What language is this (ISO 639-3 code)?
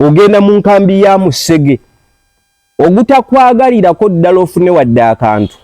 lug